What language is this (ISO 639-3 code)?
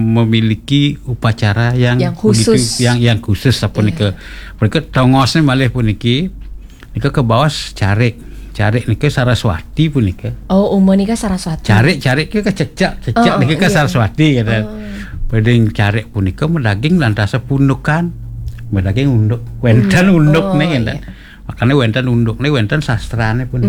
ban